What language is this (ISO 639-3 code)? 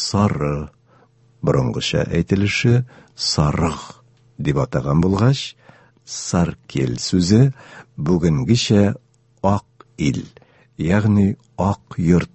tat